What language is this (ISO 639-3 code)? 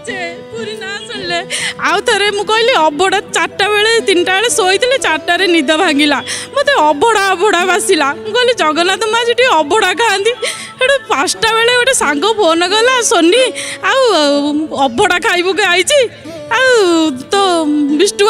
ori